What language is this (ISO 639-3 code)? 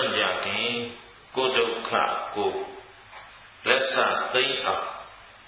mya